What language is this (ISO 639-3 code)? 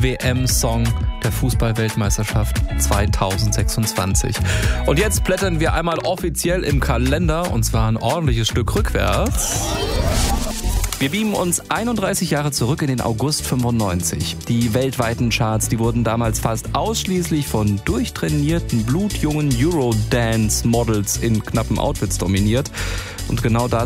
deu